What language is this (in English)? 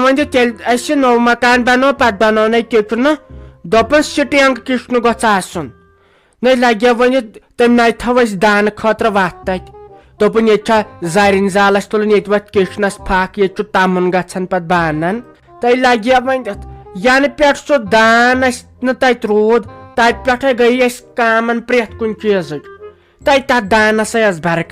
Kashmiri